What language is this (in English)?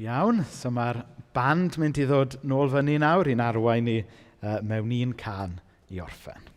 Welsh